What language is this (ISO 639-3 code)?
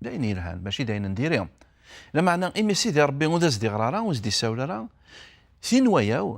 kab